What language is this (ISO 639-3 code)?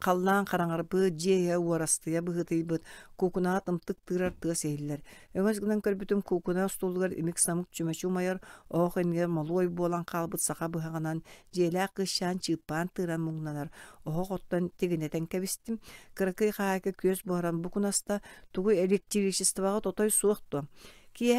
sah